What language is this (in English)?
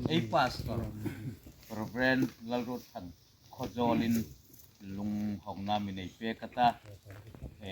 Hmar